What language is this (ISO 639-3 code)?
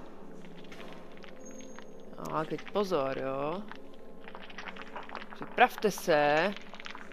ces